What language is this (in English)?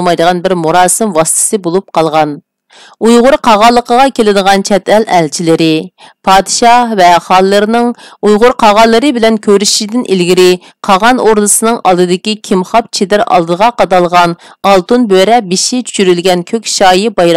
Uyghur